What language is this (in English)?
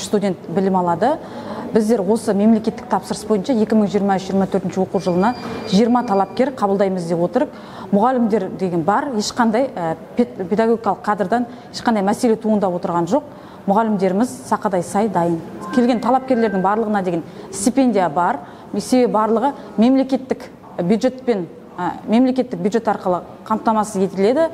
Kazakh